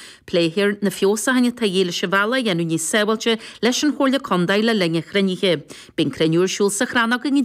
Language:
Irish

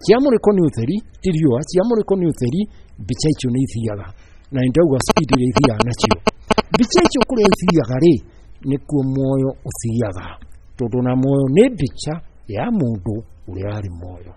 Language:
Kikuyu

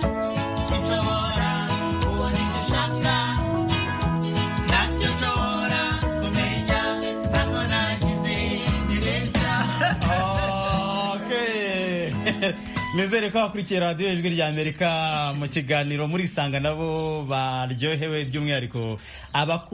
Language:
Kinyarwanda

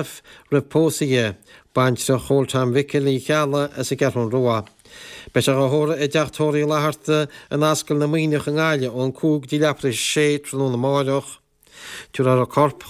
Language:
Irish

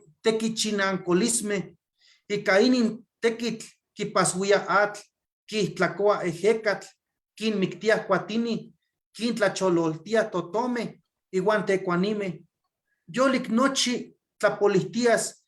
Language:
Eastern Huasteca Nahuatl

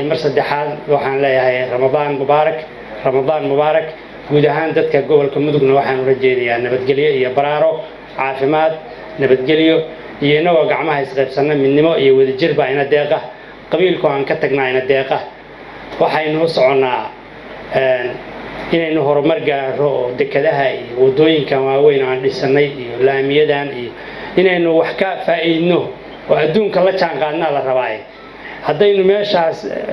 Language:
Somali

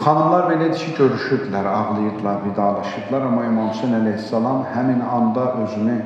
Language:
Azerbaijani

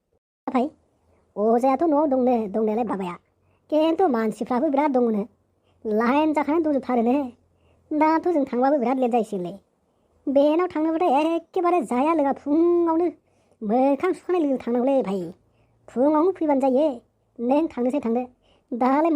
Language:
Bodo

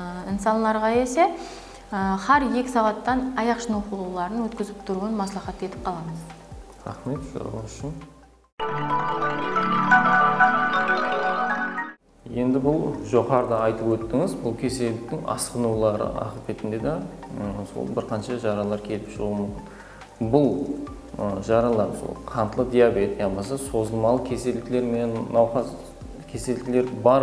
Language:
Kara-Kalpak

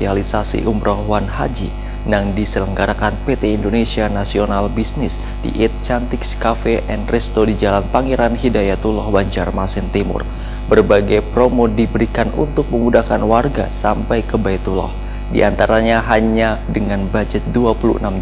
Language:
Banjar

